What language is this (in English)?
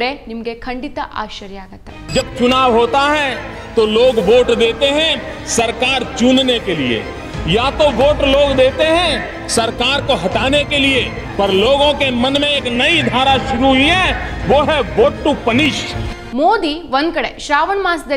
Kannada